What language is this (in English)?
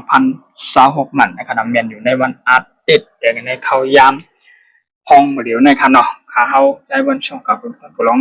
Shan